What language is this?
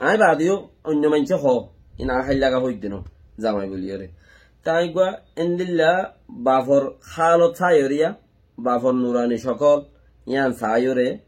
Rohingya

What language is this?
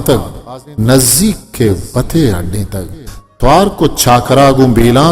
Eastern Balochi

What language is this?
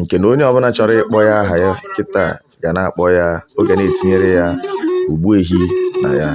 Igbo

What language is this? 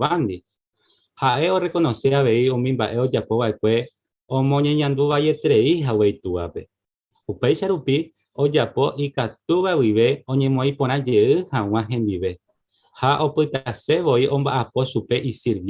Guarani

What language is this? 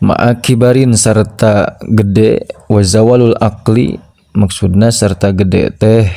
Sundanese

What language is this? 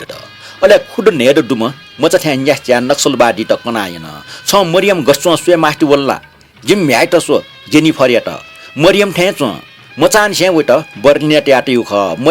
Newari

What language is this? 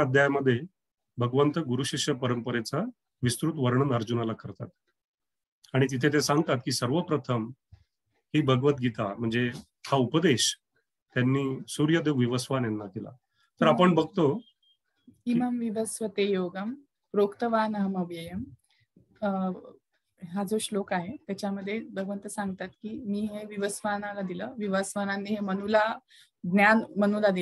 Marathi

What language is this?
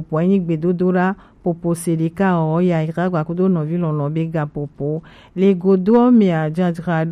Gen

